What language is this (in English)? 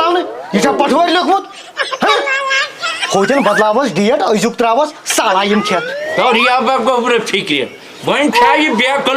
Kashmiri